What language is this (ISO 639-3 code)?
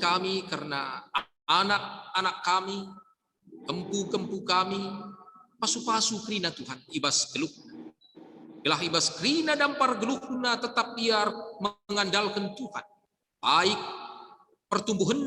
btx